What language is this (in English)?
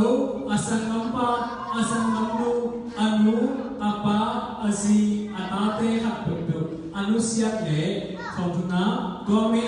Tedim Chin